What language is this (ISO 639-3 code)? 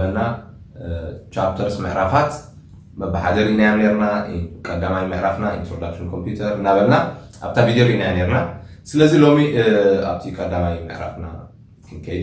tir